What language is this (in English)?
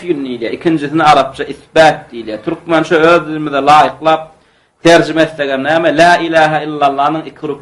Turkmen